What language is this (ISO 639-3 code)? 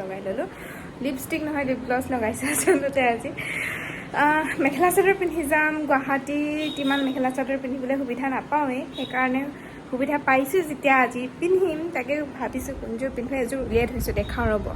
asm